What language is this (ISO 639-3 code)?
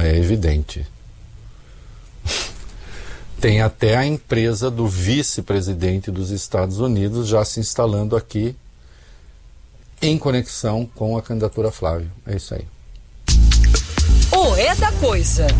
por